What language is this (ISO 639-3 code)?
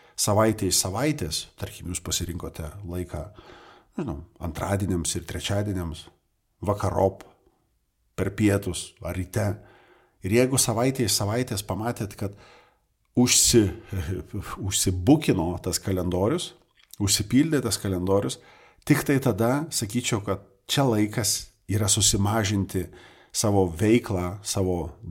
lit